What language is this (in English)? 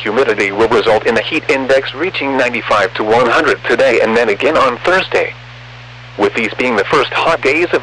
English